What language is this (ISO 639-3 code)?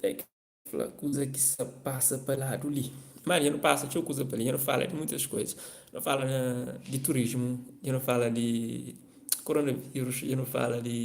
kea